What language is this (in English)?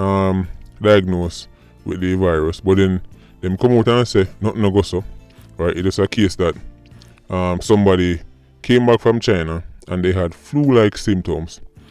Jamaican Creole English